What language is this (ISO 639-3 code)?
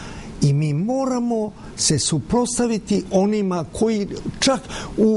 srp